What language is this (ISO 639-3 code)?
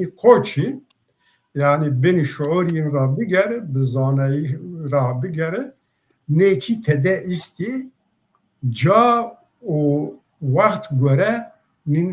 zza